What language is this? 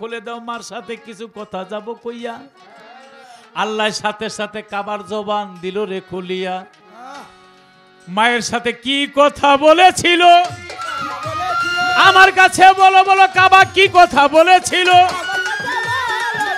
Bangla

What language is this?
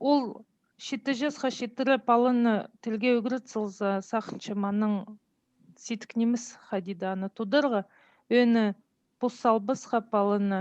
Khakas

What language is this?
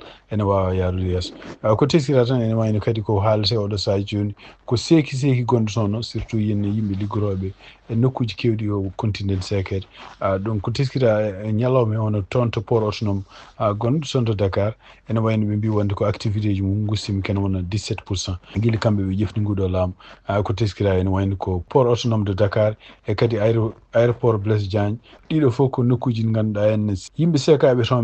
Fula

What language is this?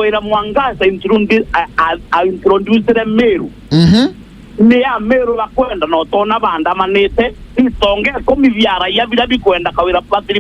Meru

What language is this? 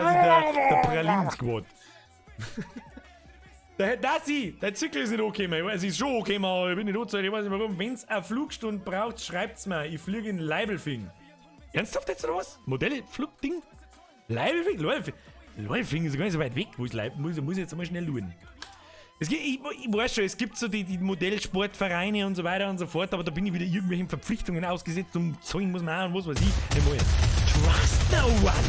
Bavarian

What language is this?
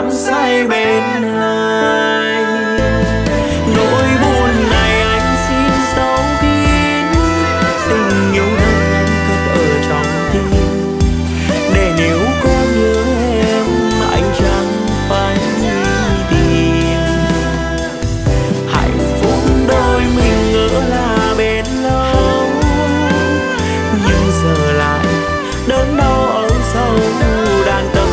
Vietnamese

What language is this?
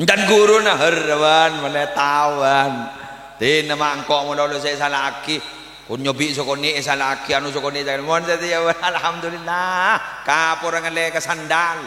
Madurese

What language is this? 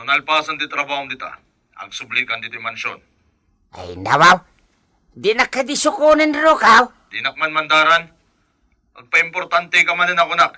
Iloko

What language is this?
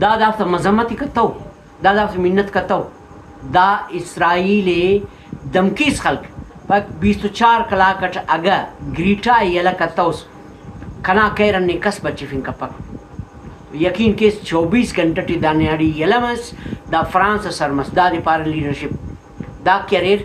Brahui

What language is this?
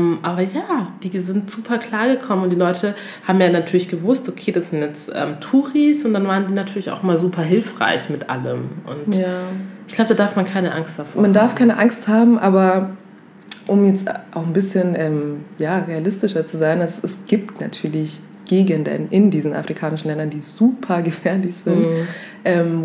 German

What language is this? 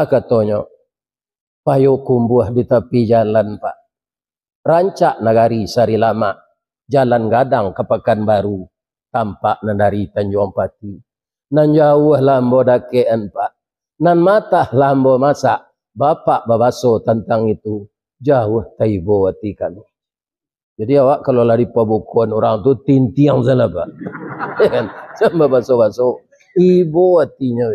Minangkabau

